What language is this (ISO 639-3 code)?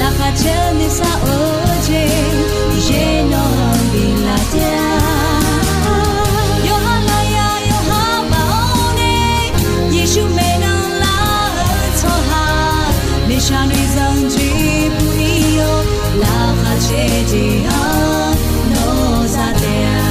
ahk